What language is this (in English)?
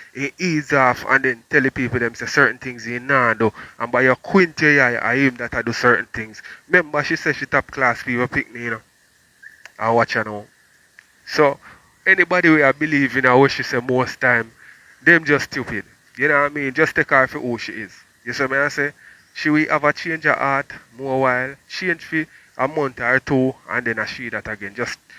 Jamaican Creole English